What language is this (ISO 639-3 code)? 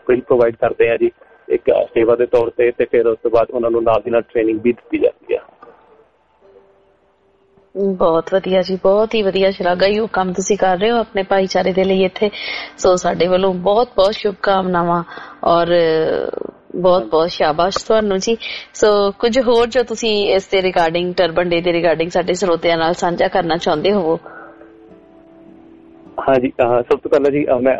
pan